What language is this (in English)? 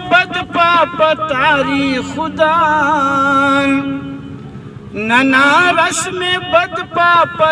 Brahui